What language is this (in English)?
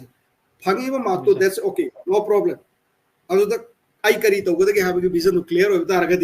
Manipuri